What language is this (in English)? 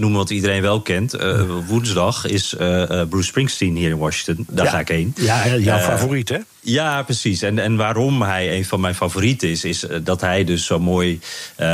Dutch